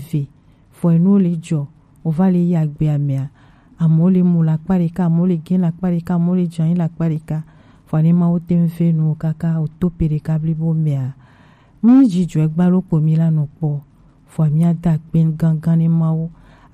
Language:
Gen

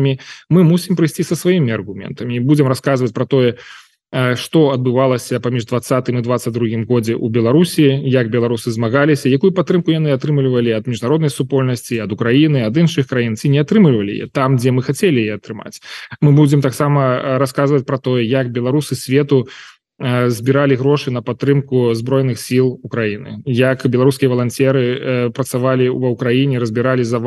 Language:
Belarusian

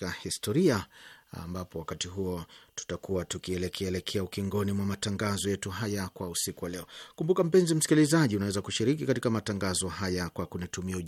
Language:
Swahili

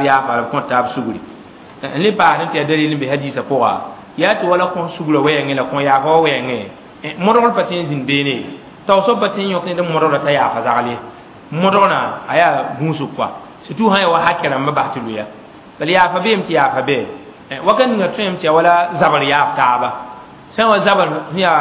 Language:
Mossi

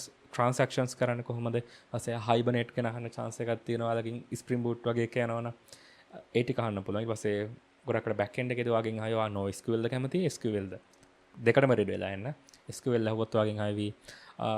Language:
Sinhala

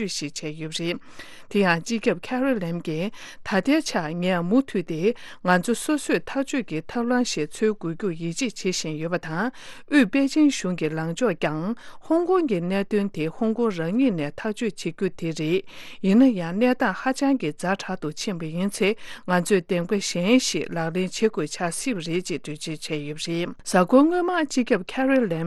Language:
Tibetan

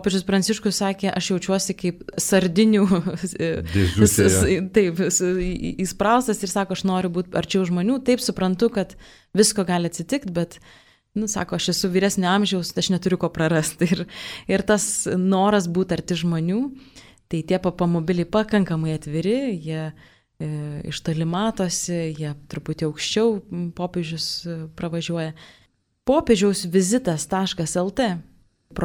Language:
Lithuanian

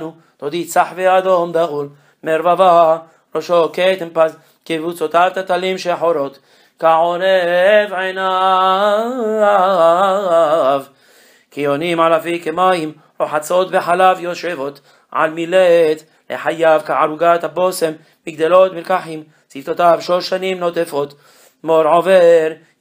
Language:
Hebrew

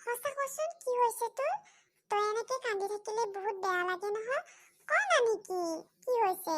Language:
Assamese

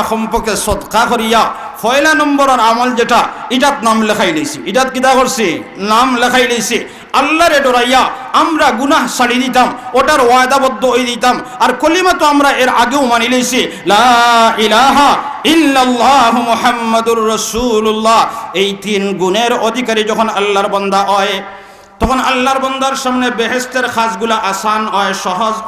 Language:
Sylheti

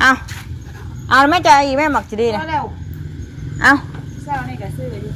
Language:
Northeastern Thai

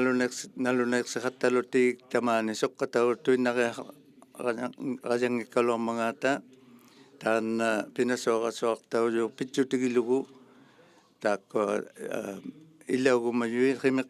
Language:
Inuktitut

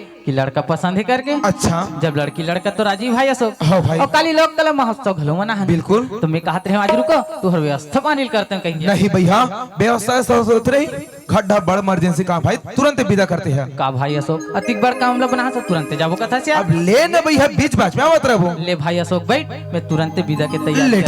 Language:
Chhattisgarhi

